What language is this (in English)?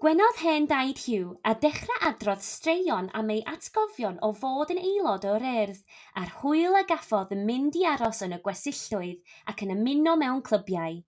Welsh